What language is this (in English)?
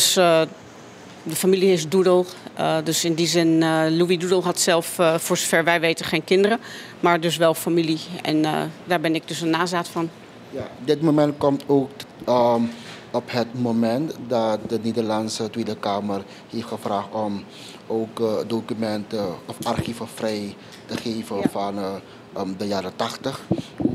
Dutch